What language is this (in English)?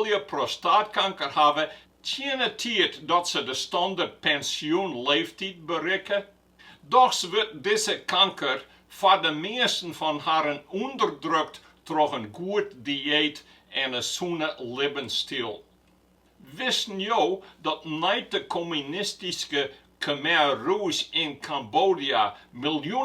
Western Frisian